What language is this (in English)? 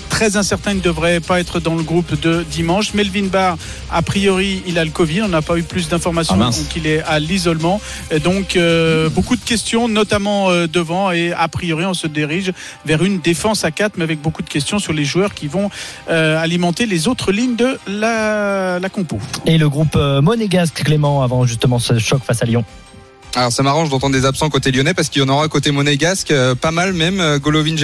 French